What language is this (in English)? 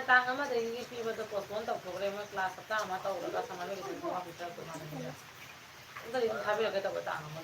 Manipuri